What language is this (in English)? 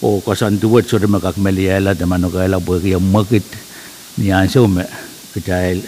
Pohnpeian